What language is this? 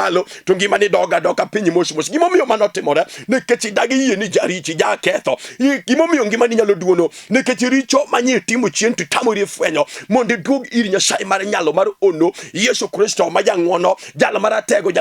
Luo (Kenya and Tanzania)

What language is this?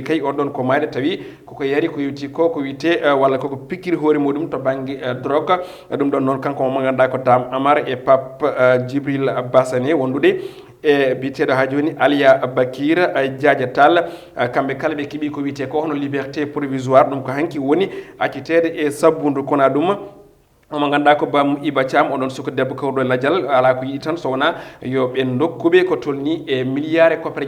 Fula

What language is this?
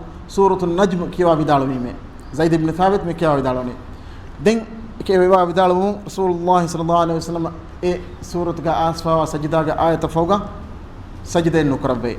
Divehi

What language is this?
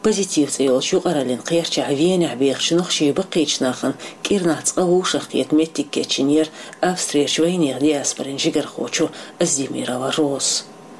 Chechen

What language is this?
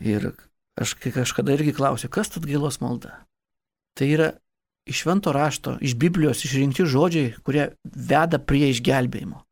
Lithuanian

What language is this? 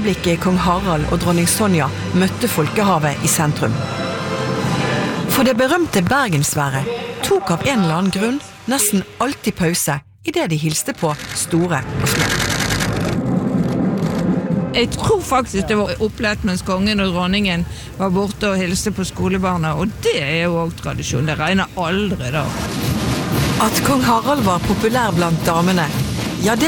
Norwegian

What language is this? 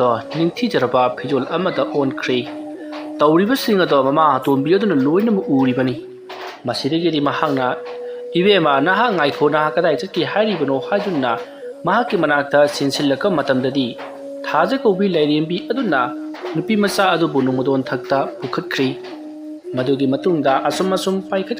Manipuri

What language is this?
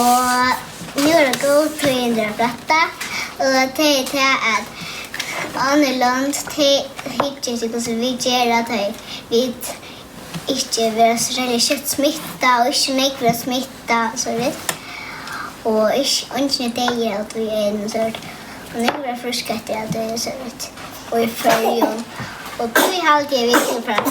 Faroese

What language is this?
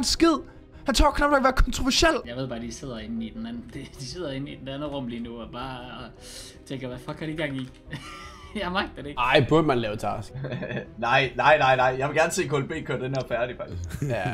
Danish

